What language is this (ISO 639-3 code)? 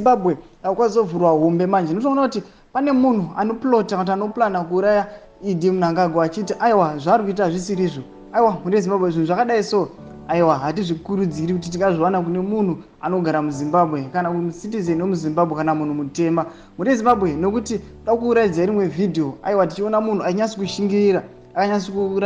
sna